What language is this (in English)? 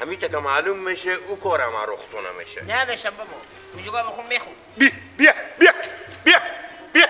Persian